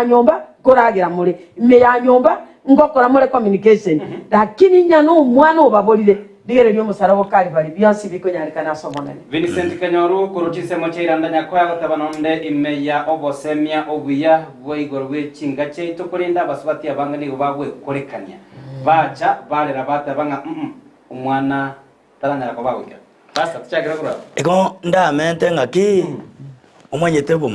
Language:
Gusii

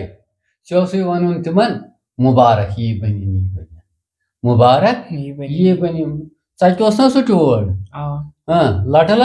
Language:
Kashmiri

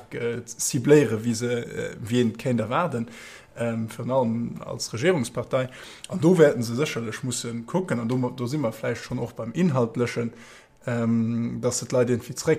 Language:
Luxembourgish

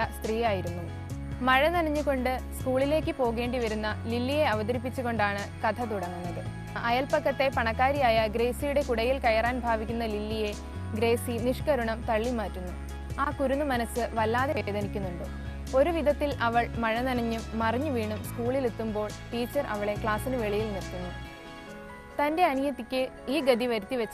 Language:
Malayalam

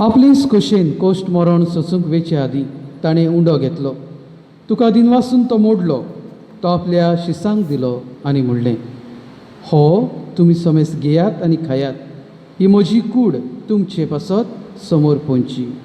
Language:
Konkani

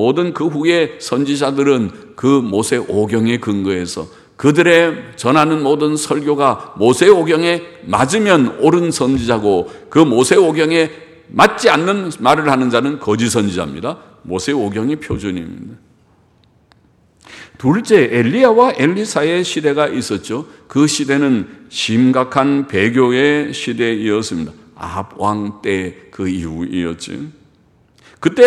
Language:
Korean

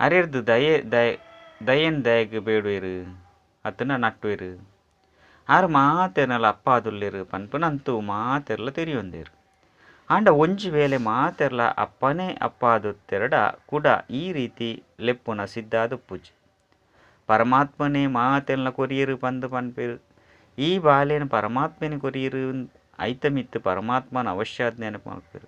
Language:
Tulu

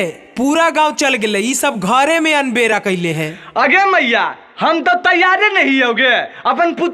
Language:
Magahi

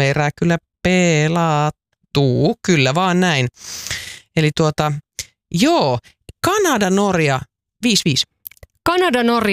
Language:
Finnish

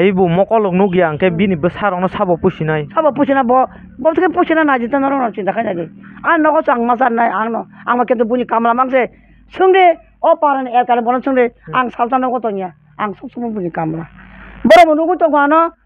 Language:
Kok Borok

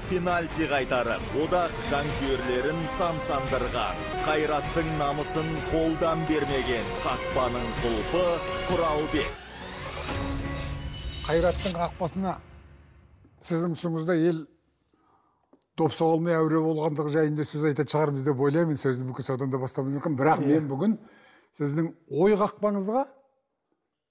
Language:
Kazakh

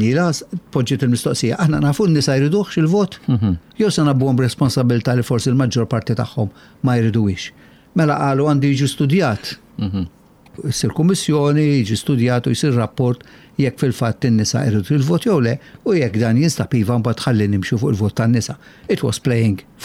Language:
Maltese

